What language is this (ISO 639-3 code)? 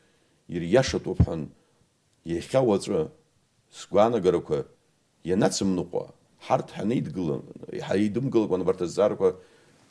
abk